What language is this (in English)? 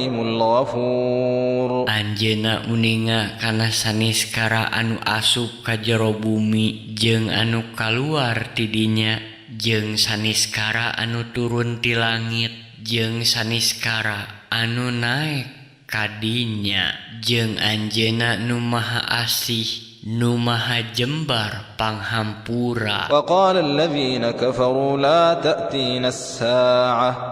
Sundanese